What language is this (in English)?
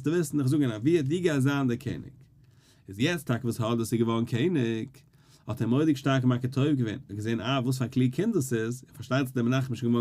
Yiddish